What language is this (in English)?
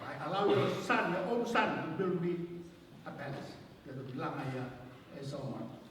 Tongan